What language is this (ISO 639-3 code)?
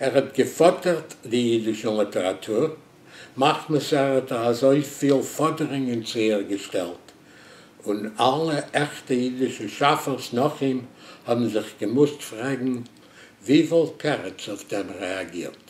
yid